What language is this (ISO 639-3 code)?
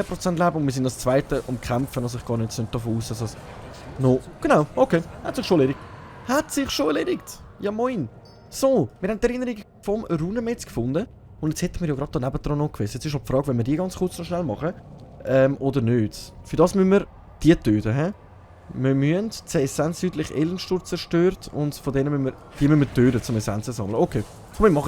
gsw